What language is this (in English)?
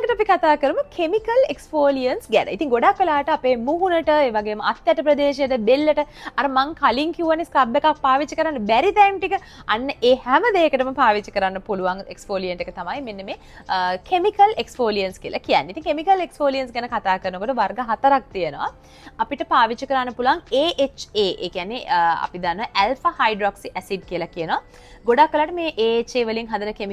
Sinhala